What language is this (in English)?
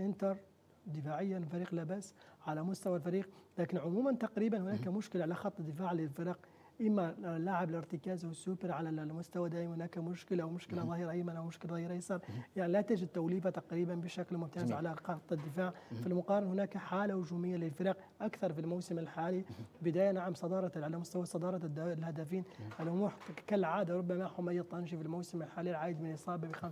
Arabic